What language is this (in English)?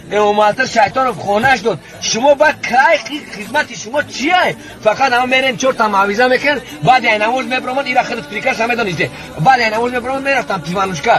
Tajik